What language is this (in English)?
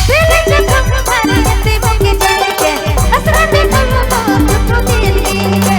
Sadri